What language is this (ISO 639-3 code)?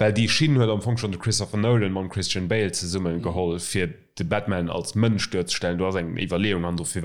ltz